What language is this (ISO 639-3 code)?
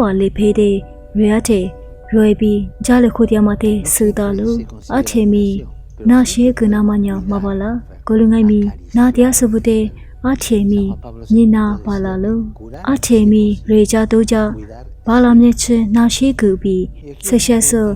lis